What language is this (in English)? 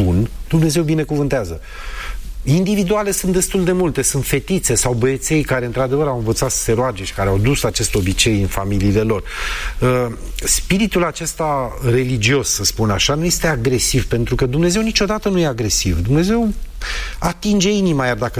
Romanian